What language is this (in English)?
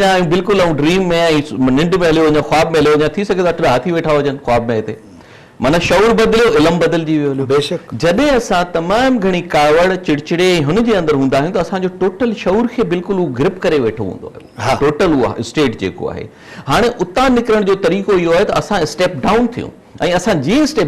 Sindhi